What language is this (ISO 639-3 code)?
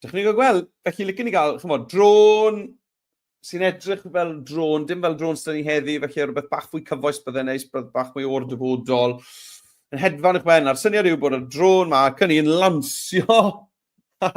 cym